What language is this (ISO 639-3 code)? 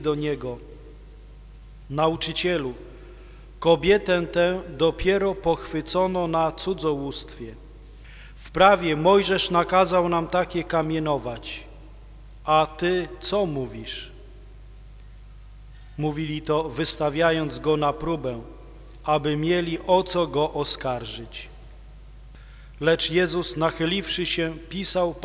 pol